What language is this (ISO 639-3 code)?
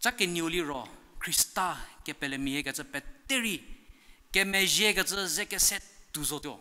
njm